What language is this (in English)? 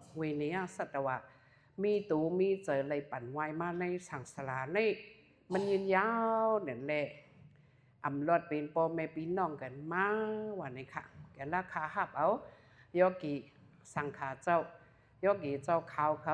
Shan